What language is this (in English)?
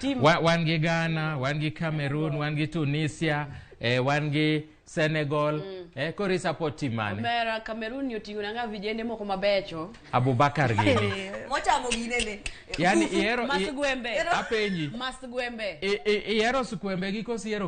Luo (Kenya and Tanzania)